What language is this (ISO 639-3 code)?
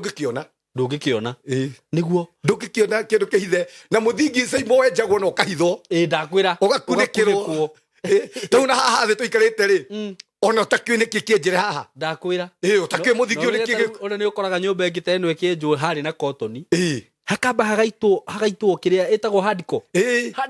kik